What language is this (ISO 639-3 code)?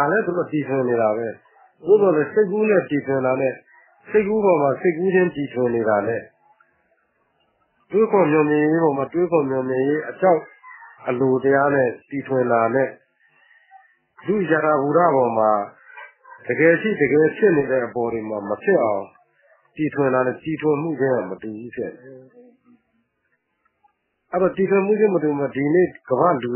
mya